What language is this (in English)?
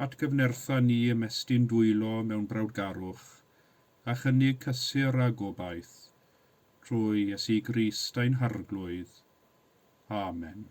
Welsh